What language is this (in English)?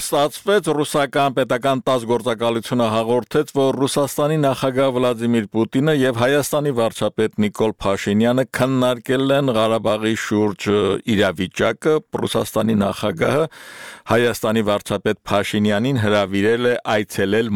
Armenian